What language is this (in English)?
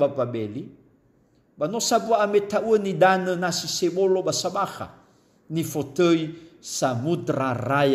Nias